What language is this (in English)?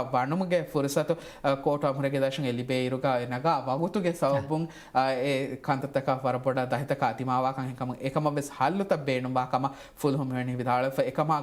Divehi